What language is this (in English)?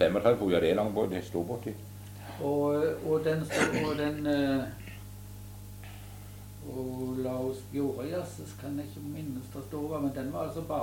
Norwegian